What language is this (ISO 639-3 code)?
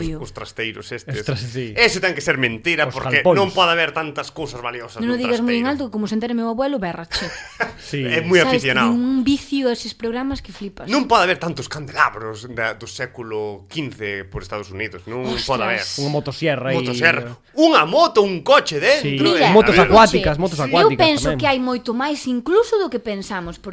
glg